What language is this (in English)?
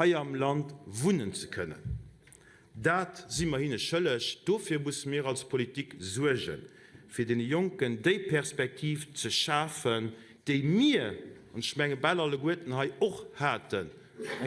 Luxembourgish